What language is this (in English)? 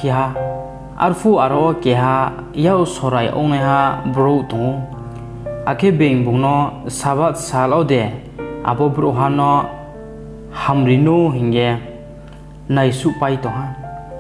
Riang (India)